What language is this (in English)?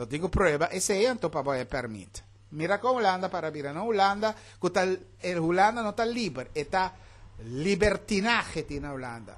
Papiamento